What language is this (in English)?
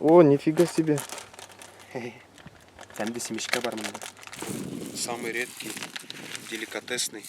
Bashkir